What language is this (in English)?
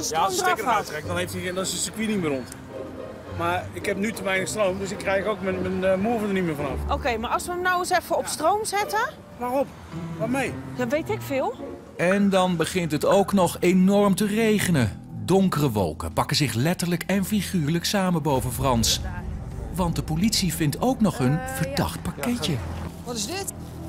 Dutch